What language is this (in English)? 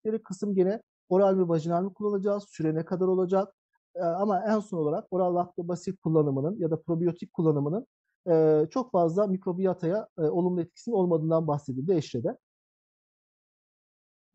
Turkish